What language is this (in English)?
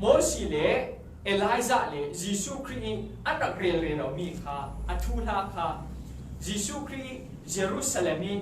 Falam Chin